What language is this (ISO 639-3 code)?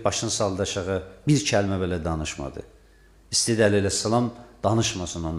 aze